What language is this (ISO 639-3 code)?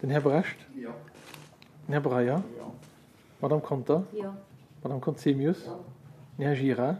ltz